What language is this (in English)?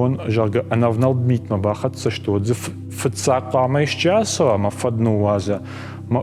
Ossetic